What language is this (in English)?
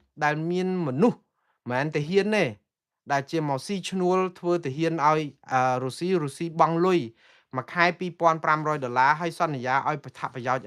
Khmer